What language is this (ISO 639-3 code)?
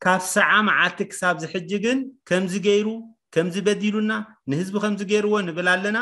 tir